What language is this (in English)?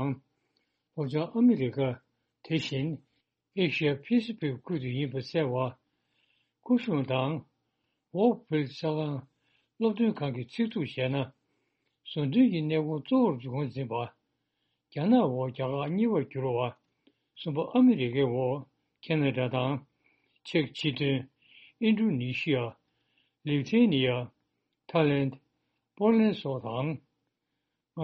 Tibetan